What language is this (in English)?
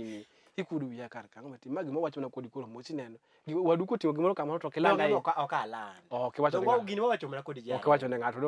Luo (Kenya and Tanzania)